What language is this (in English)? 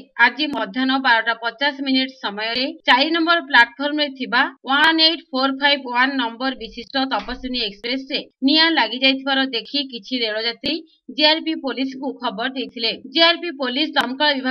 Odia